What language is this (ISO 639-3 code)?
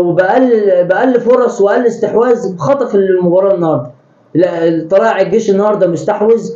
arz